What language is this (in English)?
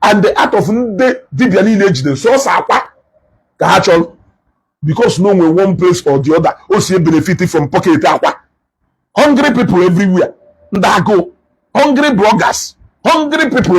Igbo